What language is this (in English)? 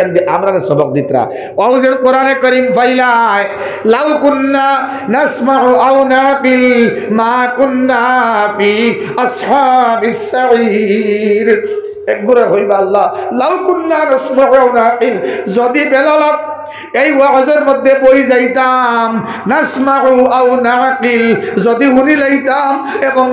Sylheti